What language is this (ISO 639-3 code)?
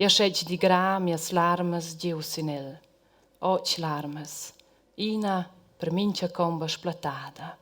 roh